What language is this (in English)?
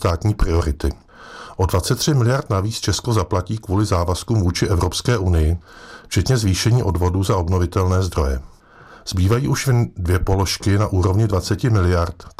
Czech